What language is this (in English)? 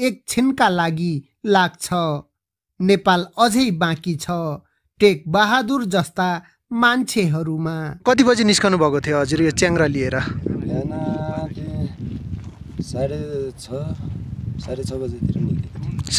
Nepali